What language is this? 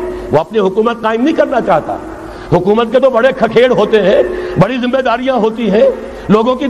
Urdu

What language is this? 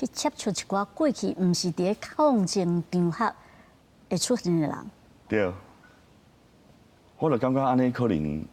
Min Nan Chinese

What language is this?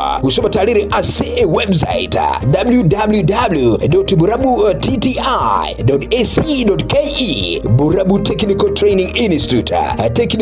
Gusii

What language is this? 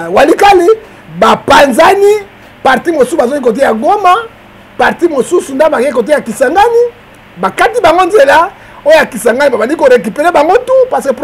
Lingala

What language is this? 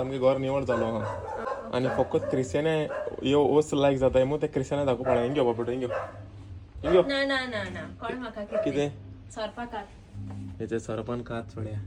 Konkani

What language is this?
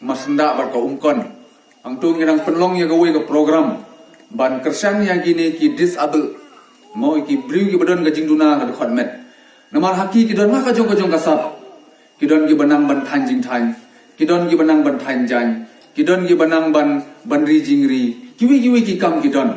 Khasi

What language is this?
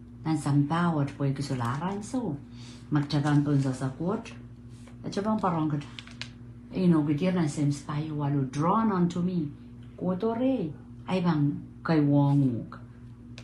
Pohnpeian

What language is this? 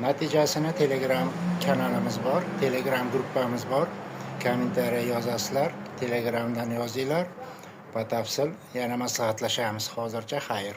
Uzbek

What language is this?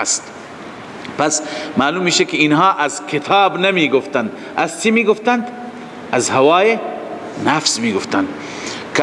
Persian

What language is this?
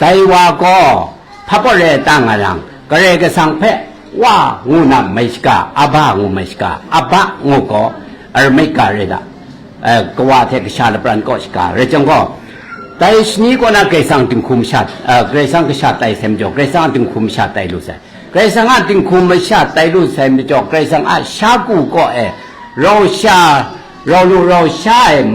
Kachin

